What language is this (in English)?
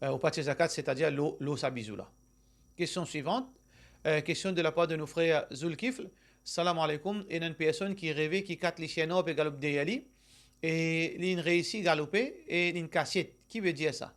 Morisyen